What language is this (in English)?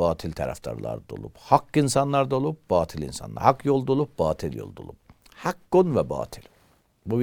Azerbaijani